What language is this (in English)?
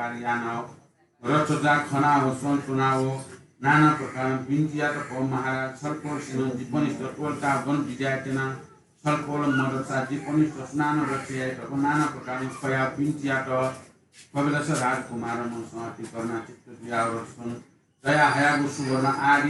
Newari